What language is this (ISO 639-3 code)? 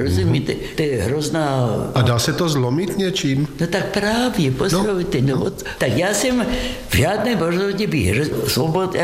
ces